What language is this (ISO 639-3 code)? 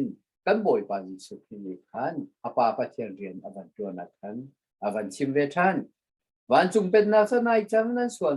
cnh